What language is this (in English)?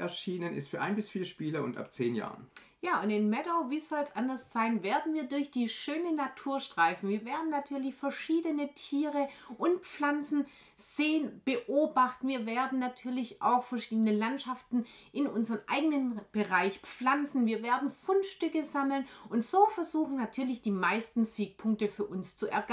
German